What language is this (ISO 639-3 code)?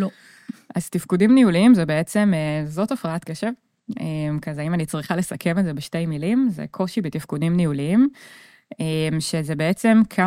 heb